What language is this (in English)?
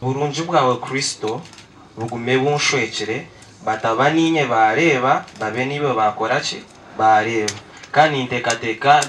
Nyankole